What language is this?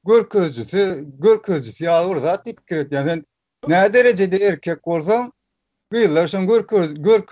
Turkmen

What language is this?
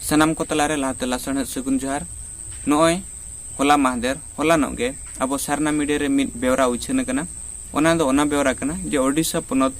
Santali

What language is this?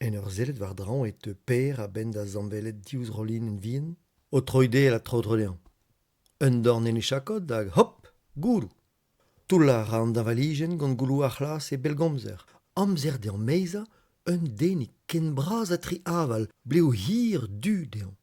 Breton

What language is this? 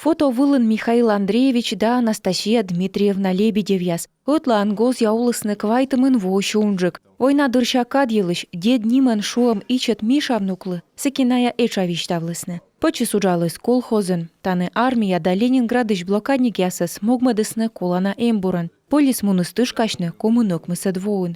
Komi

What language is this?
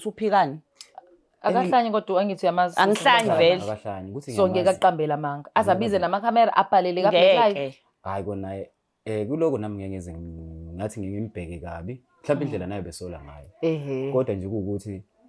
Zulu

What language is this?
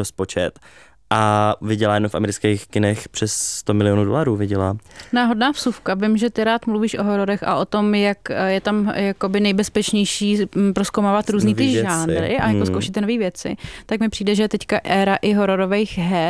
Czech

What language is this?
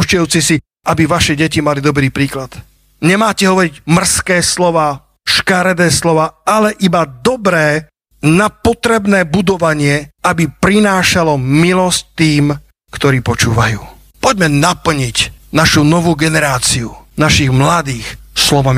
Slovak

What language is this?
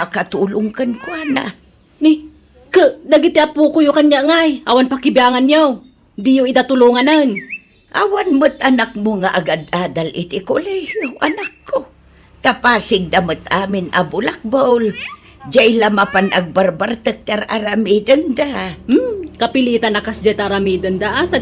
Iloko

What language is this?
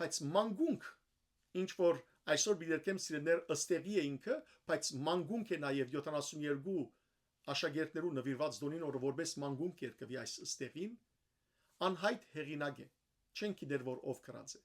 Western Armenian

